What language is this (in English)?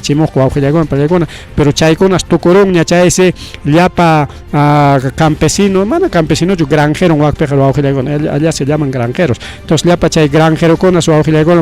Ayacucho Quechua